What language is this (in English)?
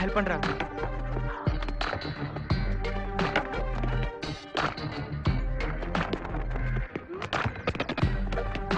Tamil